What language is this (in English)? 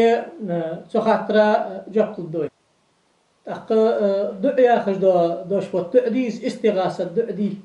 Ingush